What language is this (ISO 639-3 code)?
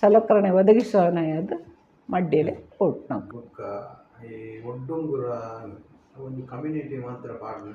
tcy